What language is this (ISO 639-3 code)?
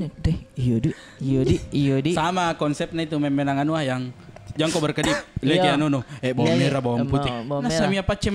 mfp